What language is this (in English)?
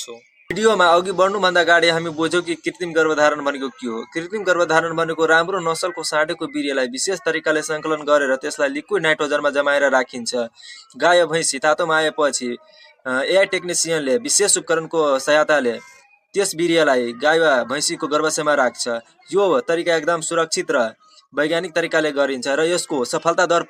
Nepali